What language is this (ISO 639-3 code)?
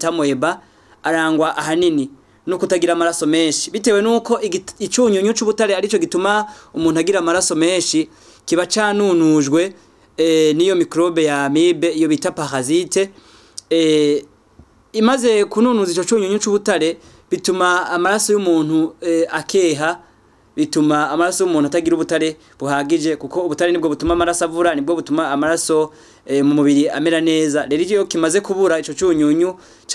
run